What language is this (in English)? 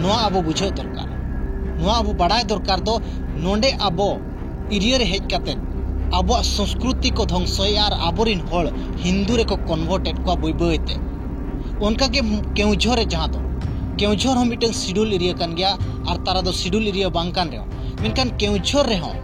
Santali